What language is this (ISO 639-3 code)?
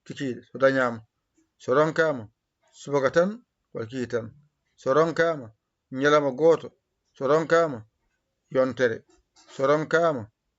ful